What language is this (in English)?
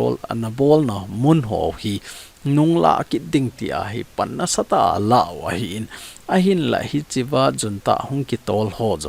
Thado Chin